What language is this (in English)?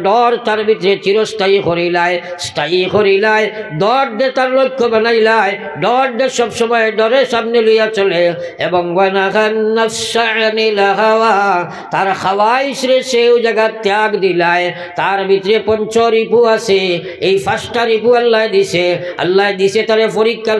Sylheti